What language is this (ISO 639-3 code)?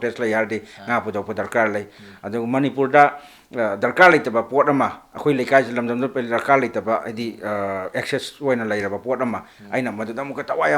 mni